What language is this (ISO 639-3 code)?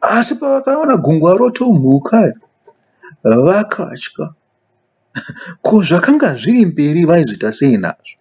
sna